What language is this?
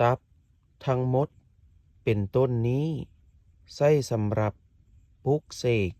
Lao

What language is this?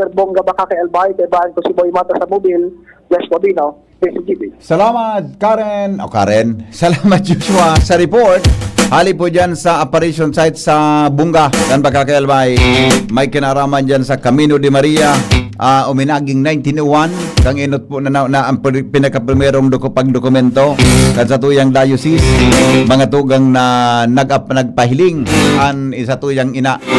Bikol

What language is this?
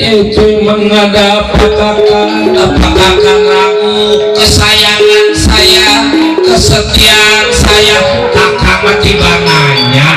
Betawi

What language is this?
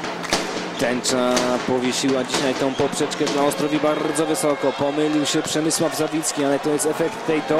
Polish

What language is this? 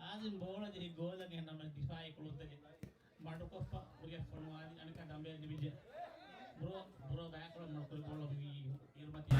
Divehi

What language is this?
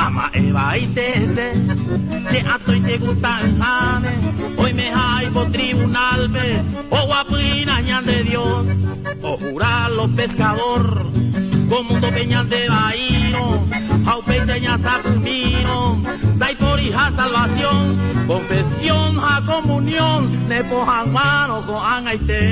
Guarani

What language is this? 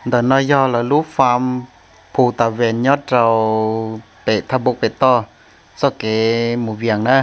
Hmong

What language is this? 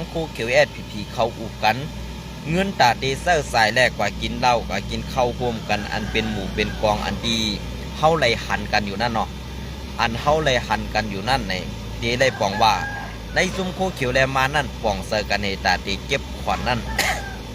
Shan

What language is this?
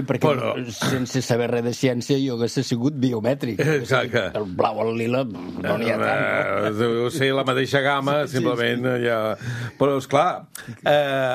Catalan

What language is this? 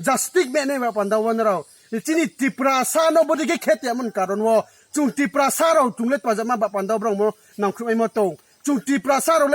Riang (India)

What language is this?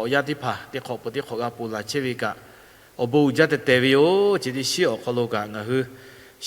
Lahu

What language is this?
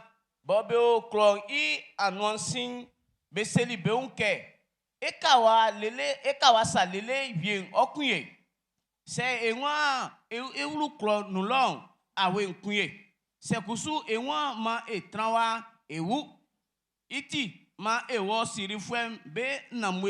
Baoulé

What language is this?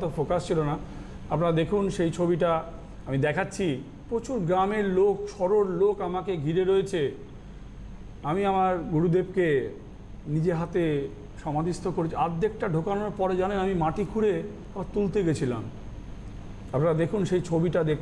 Bangla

